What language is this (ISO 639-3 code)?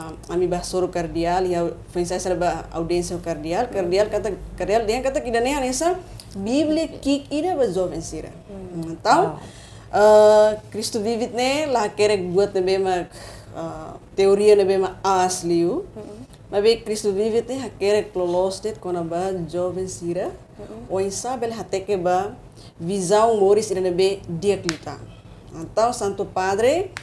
tet